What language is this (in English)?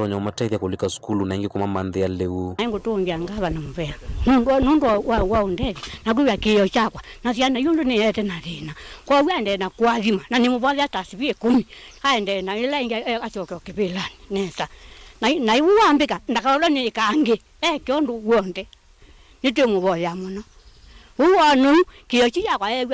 Kamba